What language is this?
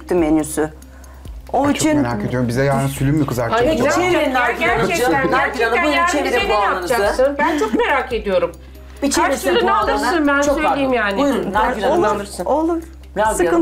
Turkish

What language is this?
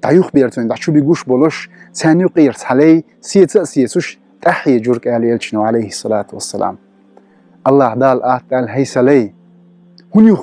Chechen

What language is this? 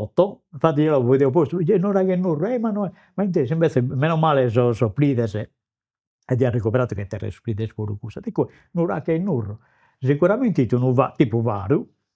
Sardinian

